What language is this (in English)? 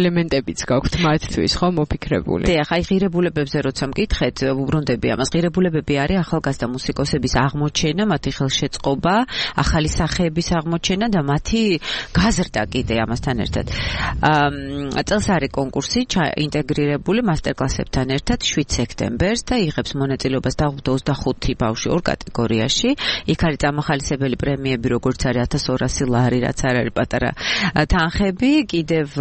Georgian